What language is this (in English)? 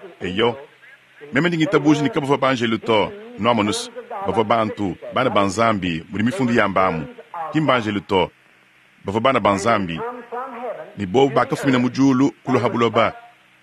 Luba-Lulua